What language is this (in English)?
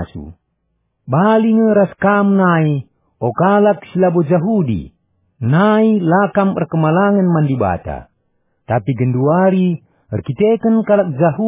Batak Karo